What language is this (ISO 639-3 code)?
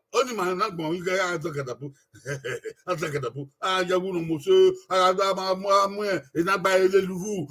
bin